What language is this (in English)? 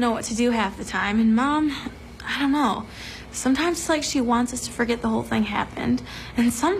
English